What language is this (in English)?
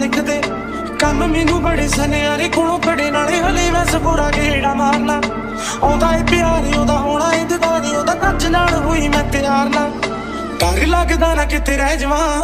Punjabi